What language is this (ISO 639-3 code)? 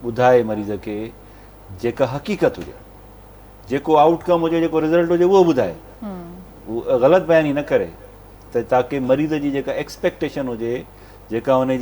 snd